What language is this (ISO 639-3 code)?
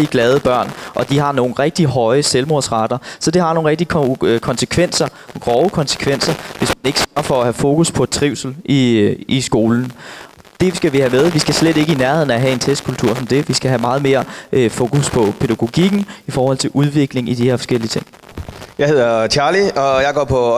dan